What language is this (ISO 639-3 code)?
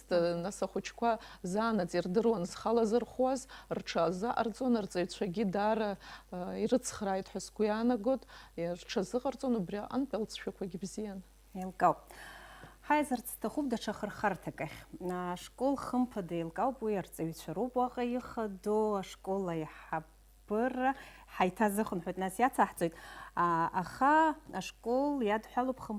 abk